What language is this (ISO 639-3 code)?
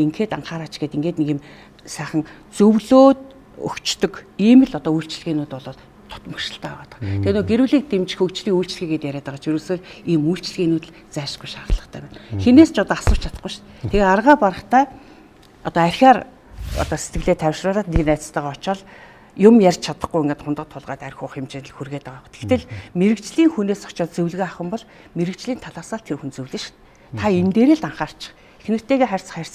mon